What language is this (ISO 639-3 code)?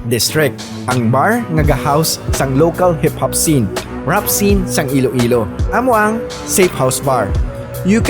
hil